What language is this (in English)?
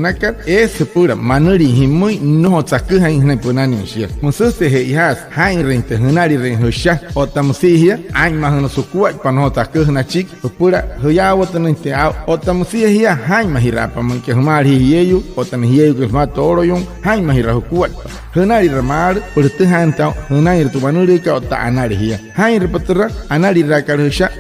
Wayuu